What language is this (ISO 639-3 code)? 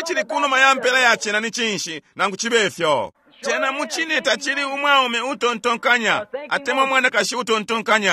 bem